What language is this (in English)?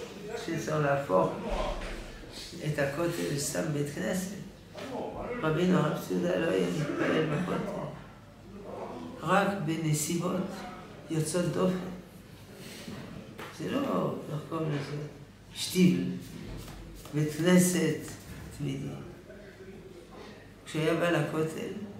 Hebrew